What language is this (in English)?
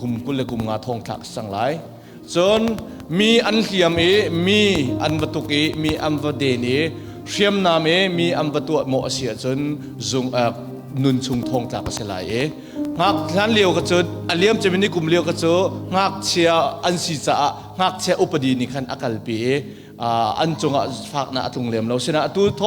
Hakha Chin